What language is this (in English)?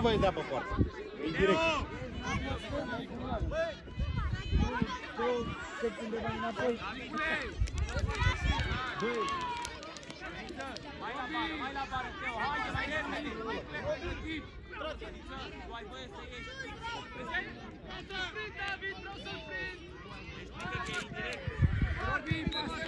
Romanian